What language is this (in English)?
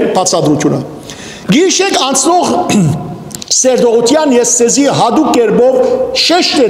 Western Armenian